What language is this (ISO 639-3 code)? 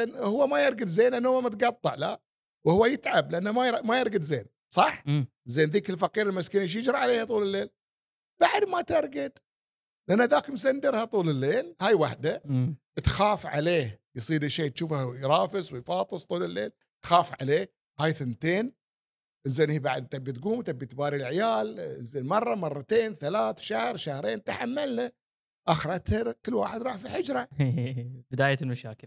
afb